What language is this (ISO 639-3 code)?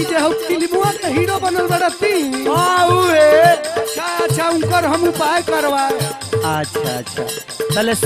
bho